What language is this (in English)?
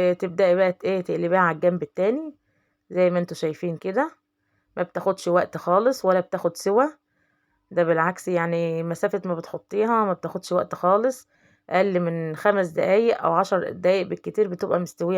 Egyptian Arabic